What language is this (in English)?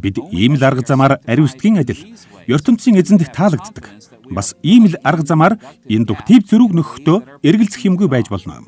Mongolian